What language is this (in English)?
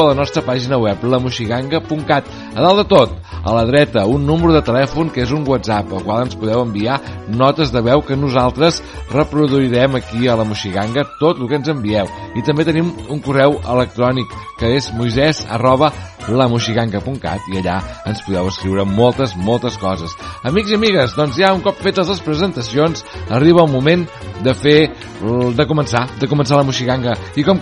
Catalan